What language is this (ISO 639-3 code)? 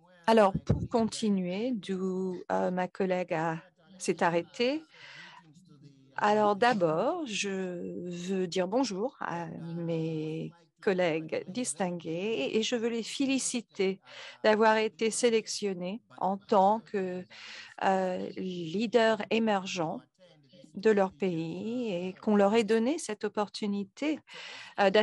fra